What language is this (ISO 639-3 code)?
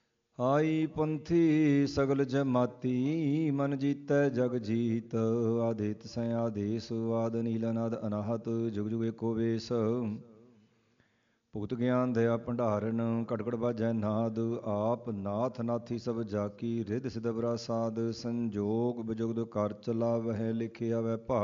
pan